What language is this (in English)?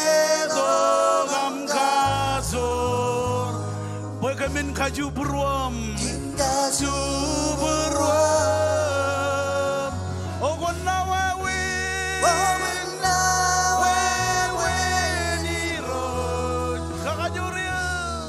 Marshallese